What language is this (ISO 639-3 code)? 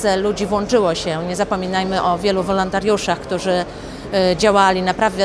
pol